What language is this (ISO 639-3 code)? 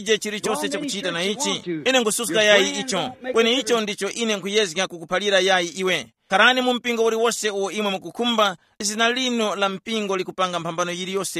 tum